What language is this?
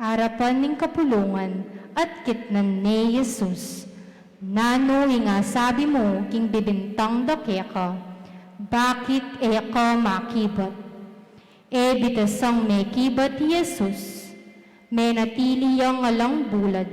Pampanga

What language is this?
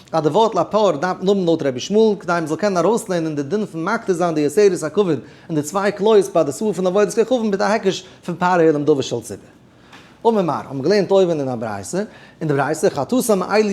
Yiddish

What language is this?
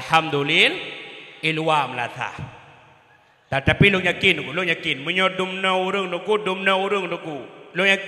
Achinese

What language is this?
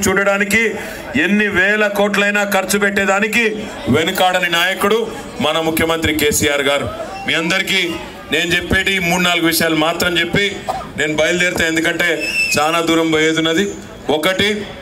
Telugu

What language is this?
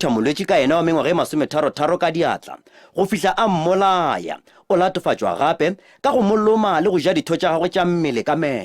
Northern Sotho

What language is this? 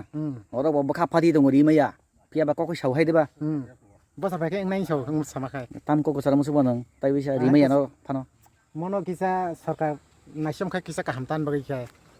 Kok Borok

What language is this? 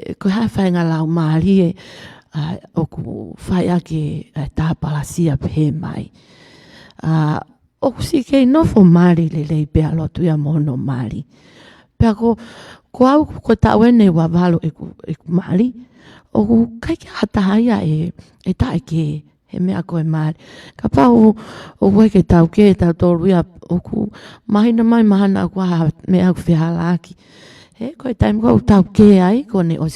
Tongan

